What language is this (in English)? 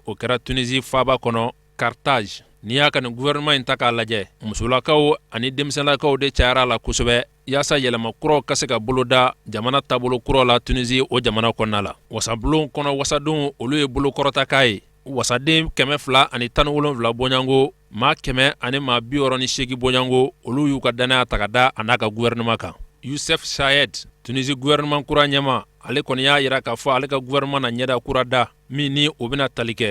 Bambara